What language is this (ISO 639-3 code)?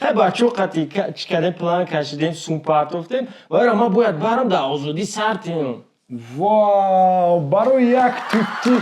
tgk